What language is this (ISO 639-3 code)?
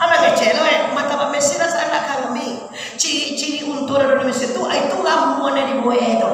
min